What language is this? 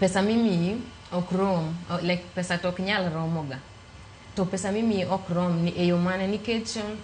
Luo (Kenya and Tanzania)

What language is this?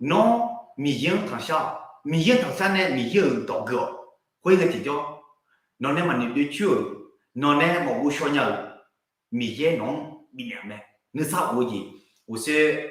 Akha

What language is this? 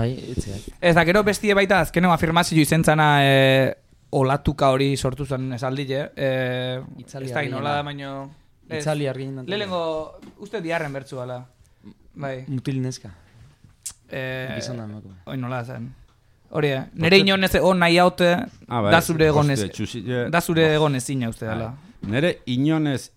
Basque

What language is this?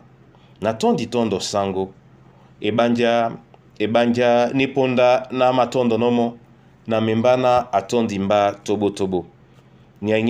Duala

